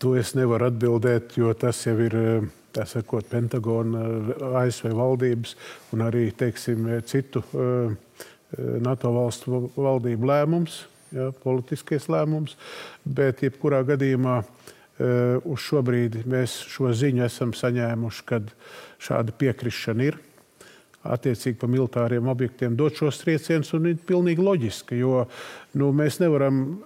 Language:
Latvian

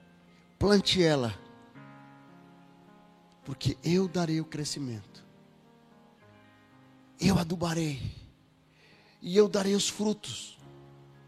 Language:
Portuguese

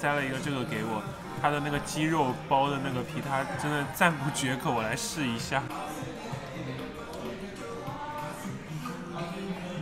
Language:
Chinese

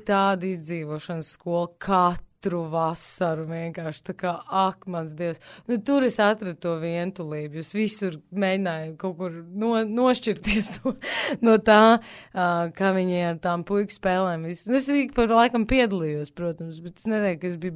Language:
Latvian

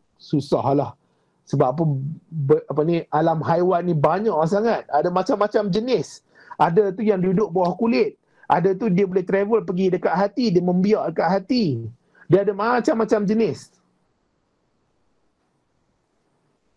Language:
Malay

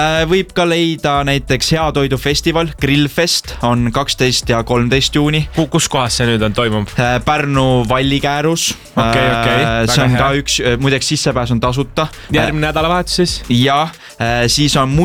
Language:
Estonian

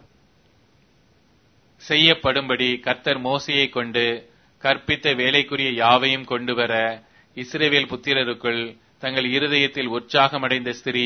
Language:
Tamil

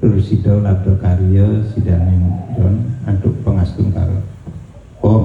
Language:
Balinese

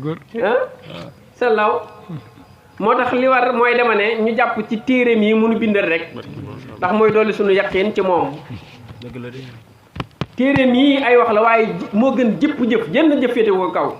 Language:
Wolof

